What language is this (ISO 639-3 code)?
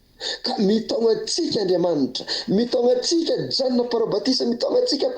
mlg